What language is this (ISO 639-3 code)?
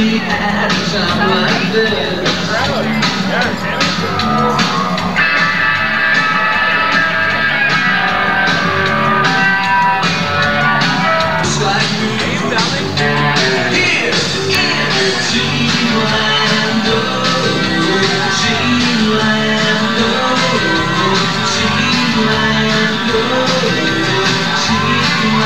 eng